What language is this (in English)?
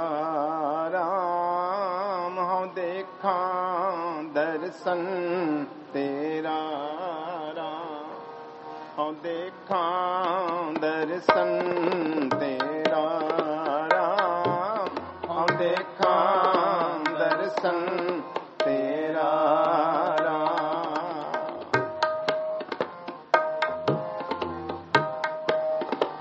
Punjabi